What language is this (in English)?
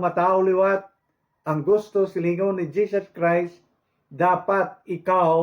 Hiligaynon